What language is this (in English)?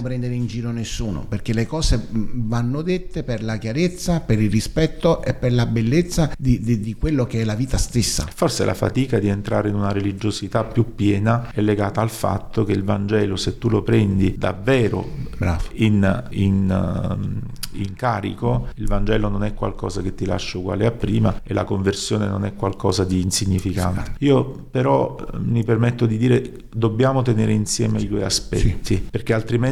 Italian